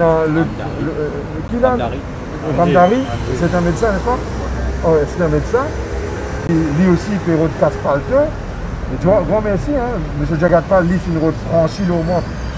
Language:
Morisyen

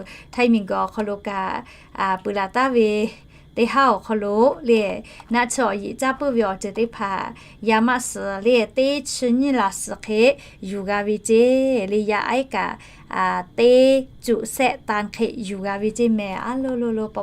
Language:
Lahu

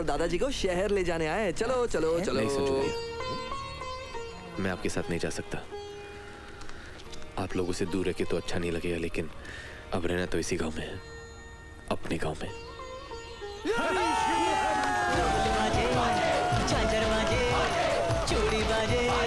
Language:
Hindi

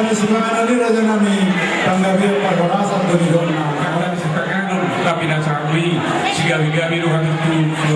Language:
Batak Toba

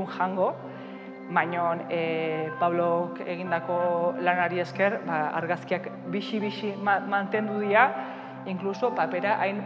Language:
Basque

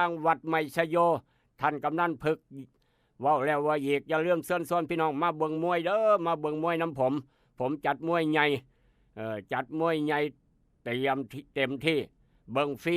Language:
Northeastern Thai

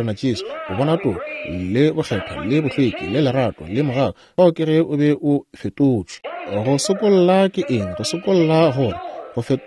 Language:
Northern Sotho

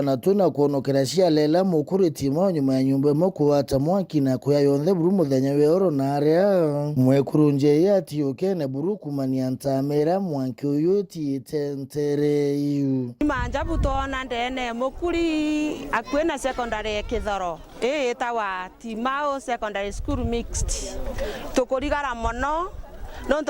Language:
Meru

